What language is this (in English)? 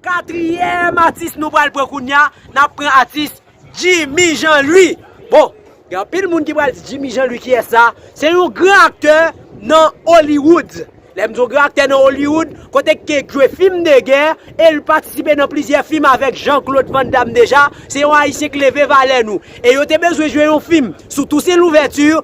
Haitian Creole